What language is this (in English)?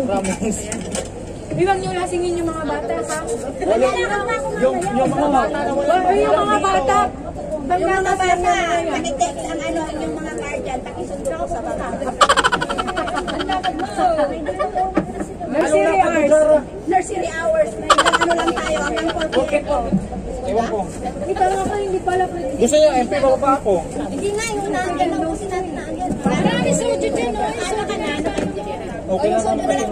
Filipino